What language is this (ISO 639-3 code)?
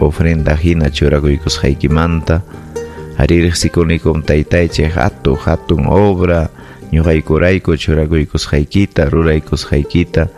quy